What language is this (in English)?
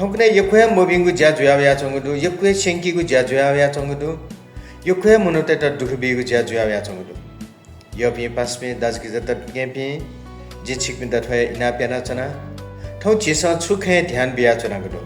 Newari